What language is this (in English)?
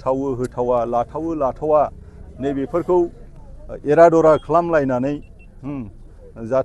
Bodo